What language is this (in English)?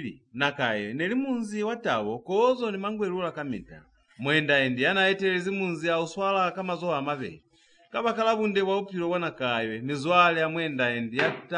Lozi